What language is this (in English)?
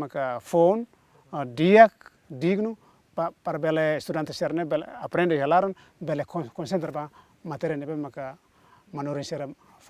Tetum